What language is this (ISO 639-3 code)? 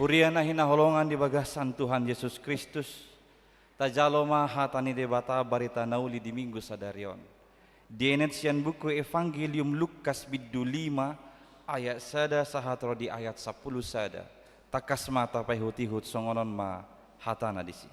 bbc